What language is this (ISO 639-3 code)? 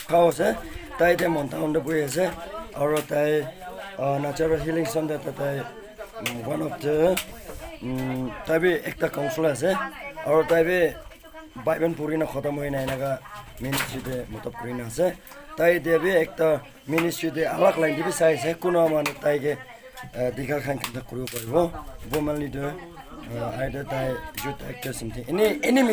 nag